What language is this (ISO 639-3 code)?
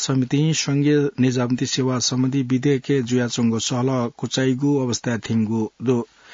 new